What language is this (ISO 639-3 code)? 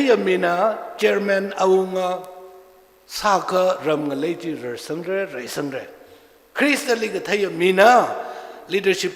nmf